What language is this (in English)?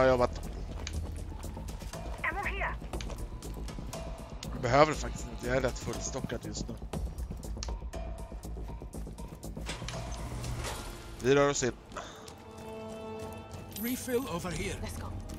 Swedish